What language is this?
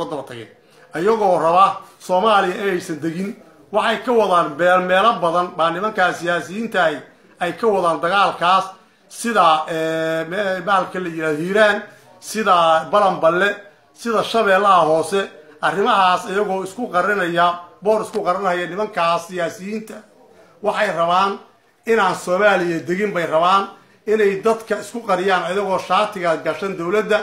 Somali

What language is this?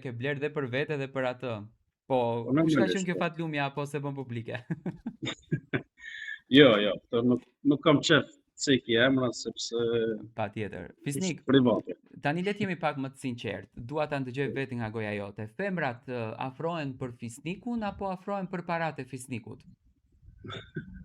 Albanian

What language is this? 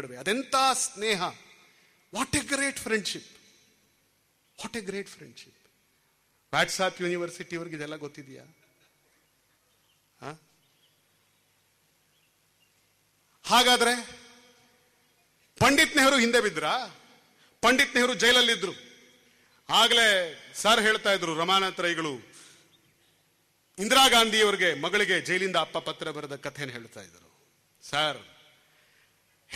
Kannada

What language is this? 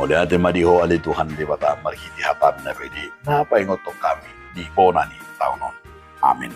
Batak Toba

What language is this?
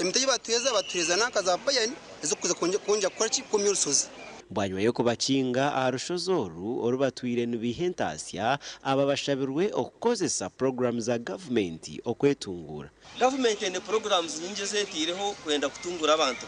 Nyankole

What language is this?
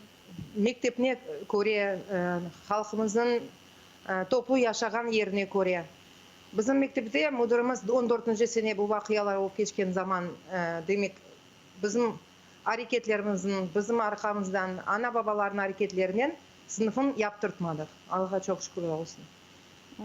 Crimean Tatar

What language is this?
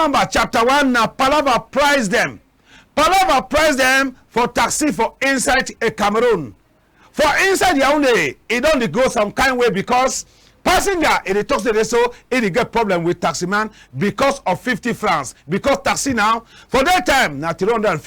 Cameroon Pidgin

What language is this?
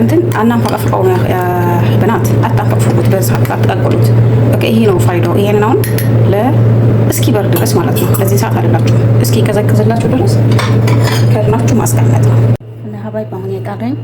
Amharic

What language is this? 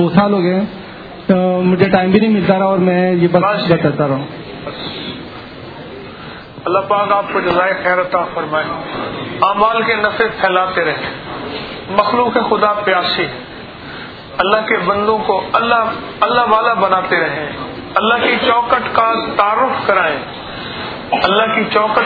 Urdu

